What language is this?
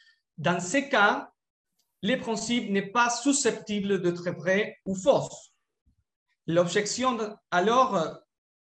French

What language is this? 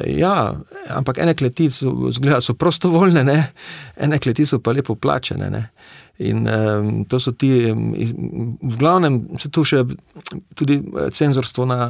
Slovenian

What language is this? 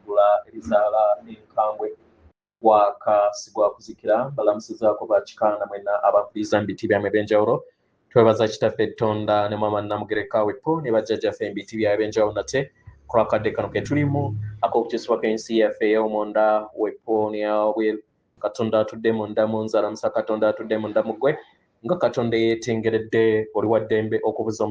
Ganda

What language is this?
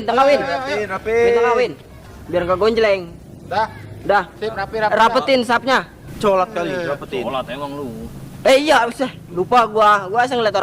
Betawi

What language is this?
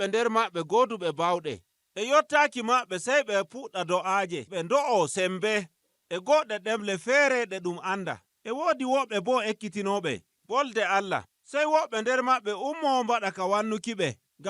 Nigerian Fulfulde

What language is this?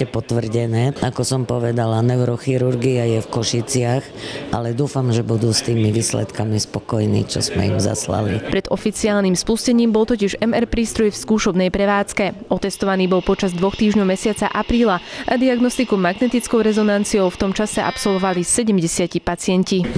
Slovak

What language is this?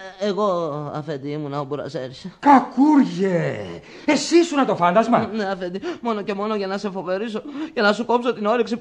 Greek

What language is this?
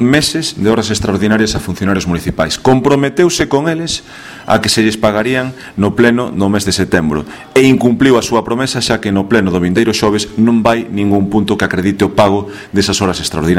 Galician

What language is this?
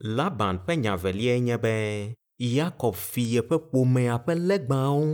Ewe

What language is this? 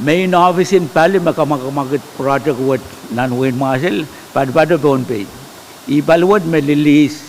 Pohnpeian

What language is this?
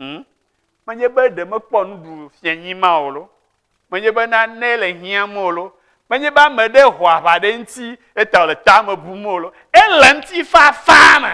Ewe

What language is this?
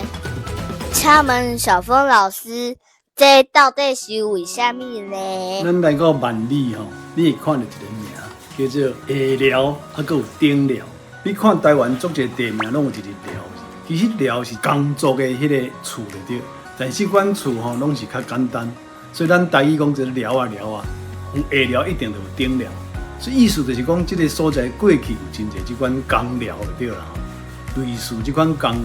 Min Nan Chinese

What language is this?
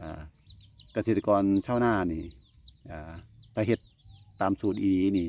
Northeastern Thai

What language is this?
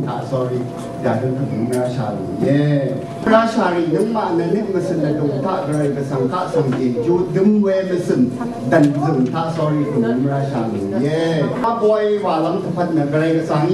Rawang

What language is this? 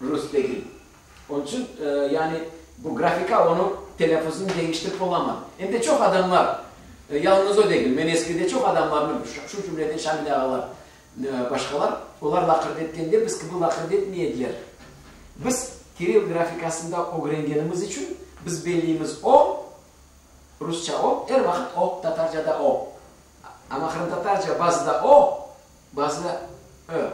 Crimean Tatar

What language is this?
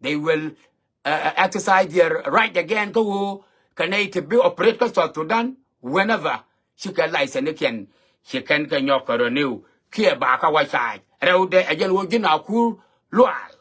Nuer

